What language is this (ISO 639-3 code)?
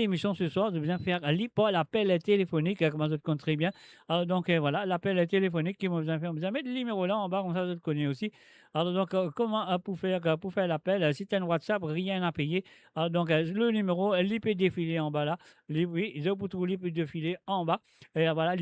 mfe